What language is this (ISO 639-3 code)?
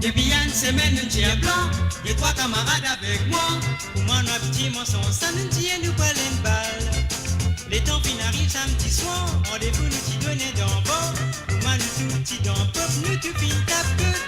mfe